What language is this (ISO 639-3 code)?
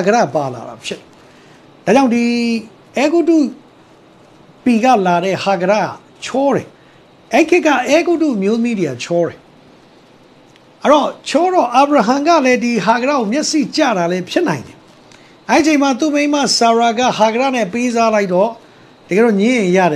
mya